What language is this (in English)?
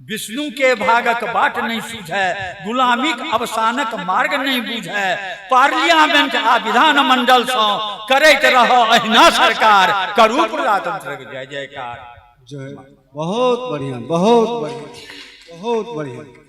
Maithili